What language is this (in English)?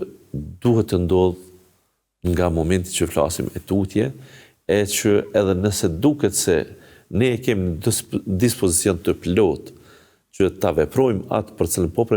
Albanian